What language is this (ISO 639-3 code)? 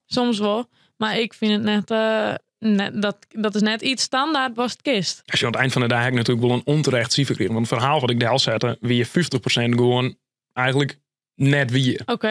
fry